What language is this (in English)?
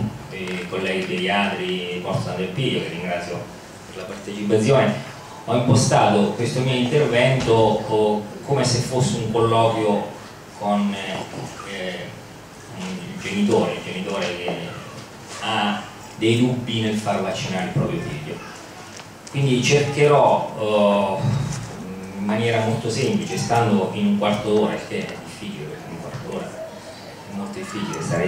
Italian